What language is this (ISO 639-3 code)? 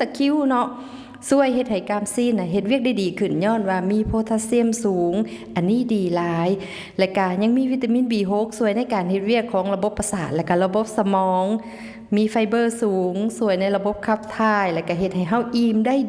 lao